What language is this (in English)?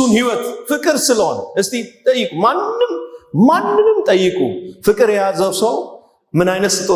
Amharic